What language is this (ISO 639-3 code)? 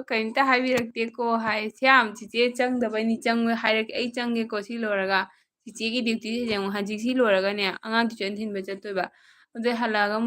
mni